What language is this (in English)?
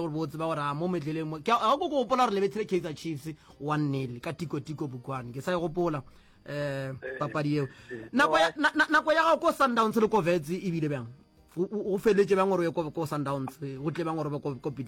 Northern Sotho